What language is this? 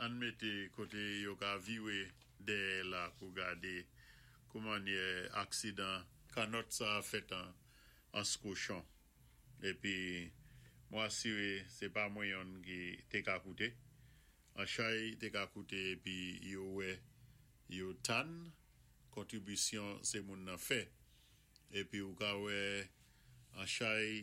Saint Lucian Creole French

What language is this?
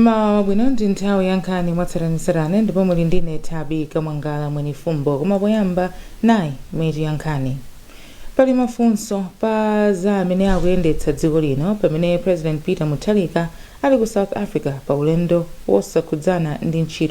Nyanja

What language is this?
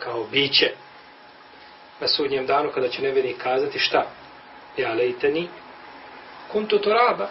Bosnian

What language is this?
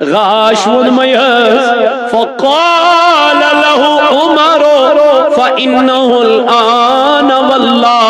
Kashmiri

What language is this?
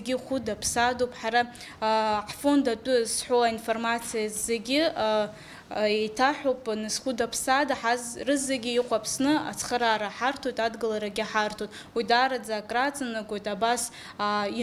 Abkhazian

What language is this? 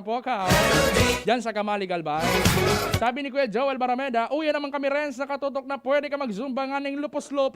Bikol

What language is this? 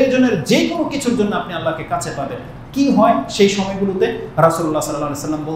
Bangla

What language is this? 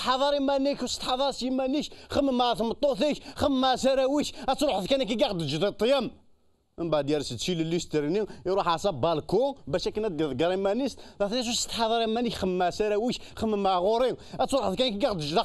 Kabyle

